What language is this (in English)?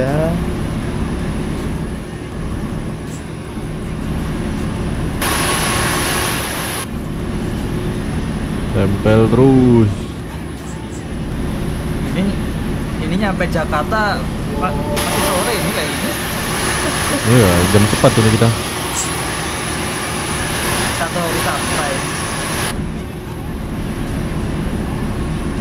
Indonesian